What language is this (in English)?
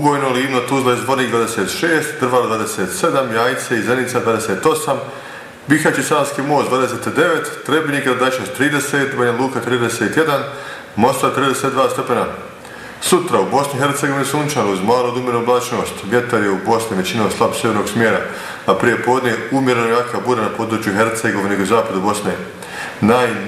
Bosnian